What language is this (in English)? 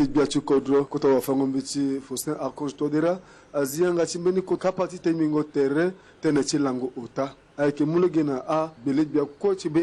Sango